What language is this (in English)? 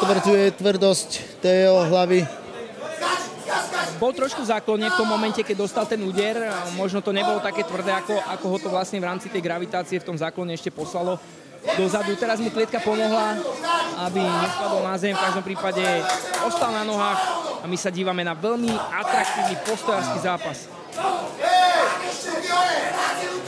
Slovak